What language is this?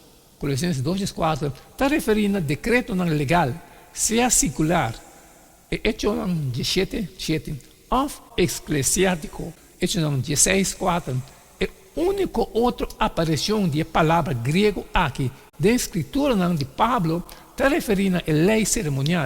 Papiamento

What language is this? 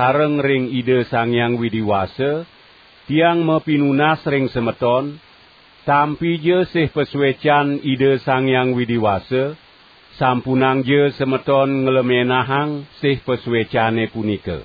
Balinese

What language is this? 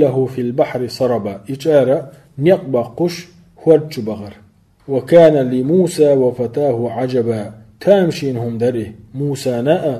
Chechen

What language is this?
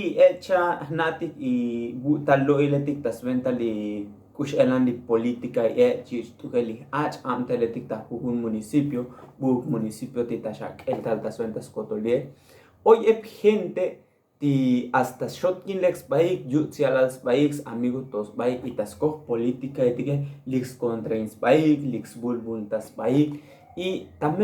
Tzotzil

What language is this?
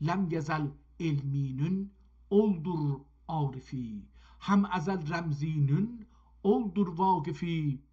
South Azerbaijani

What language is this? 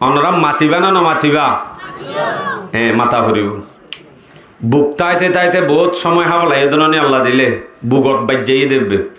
Rohingya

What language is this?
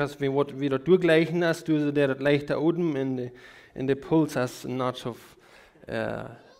Plautdietsch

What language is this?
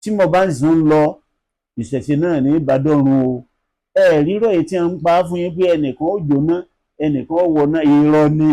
Yoruba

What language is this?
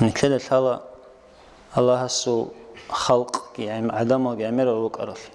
Avaric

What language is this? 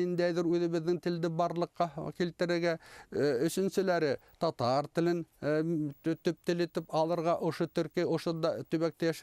Bashkir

